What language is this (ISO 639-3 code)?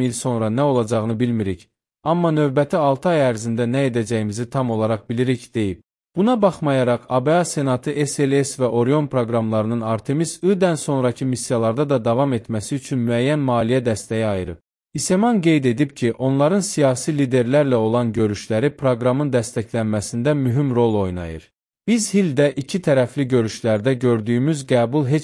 aze